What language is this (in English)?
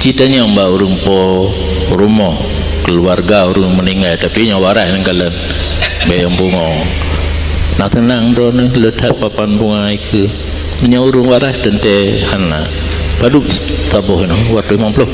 Achinese